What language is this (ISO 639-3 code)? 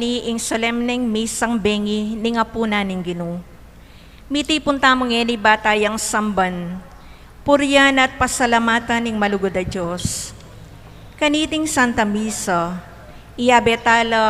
pam